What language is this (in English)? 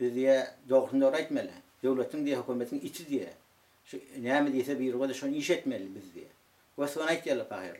Turkmen